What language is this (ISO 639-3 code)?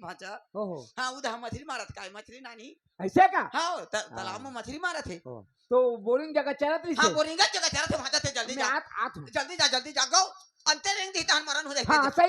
hne